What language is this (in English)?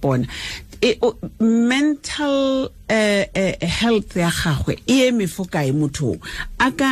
Tswana